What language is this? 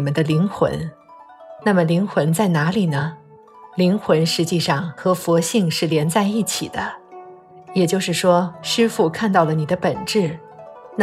Chinese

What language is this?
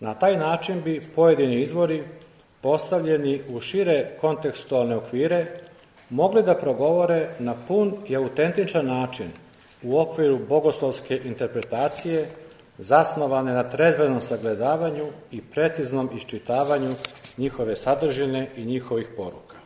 Serbian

